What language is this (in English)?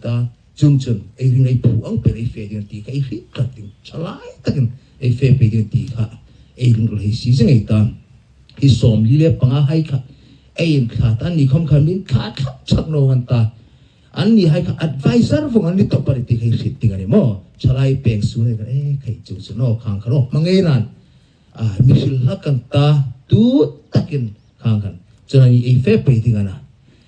Hmar